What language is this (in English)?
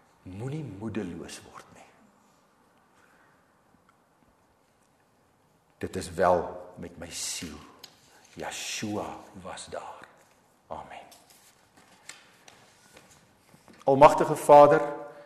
Afrikaans